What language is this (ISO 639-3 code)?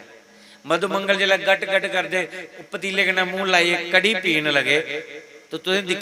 doi